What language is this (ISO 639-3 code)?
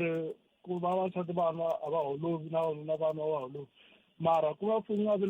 tso